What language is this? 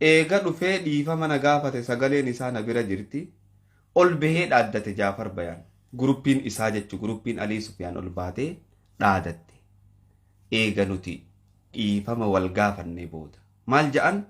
Oromo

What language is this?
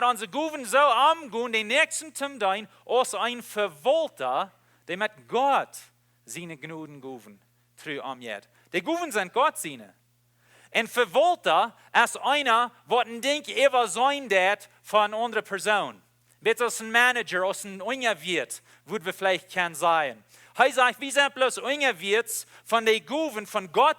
Plautdietsch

